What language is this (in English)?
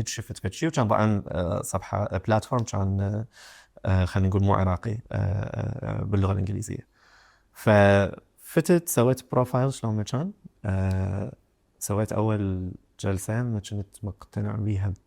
Mesopotamian Arabic